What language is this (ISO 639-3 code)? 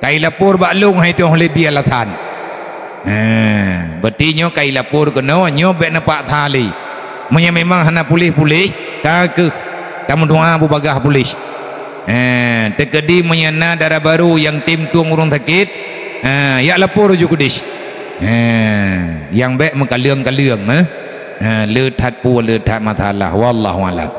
ace